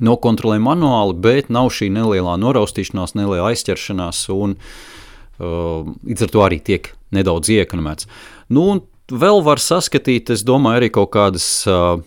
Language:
Latvian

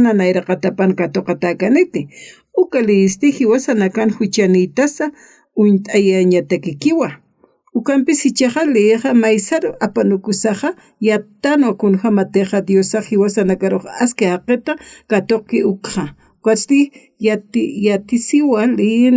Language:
Aymara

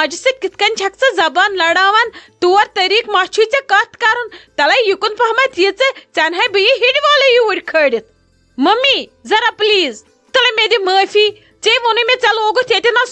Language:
Kashmiri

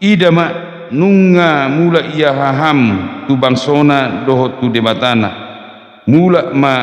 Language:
Batak Toba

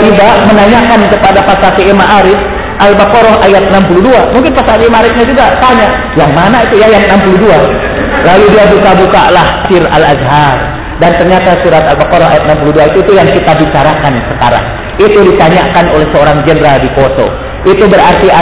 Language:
Indonesian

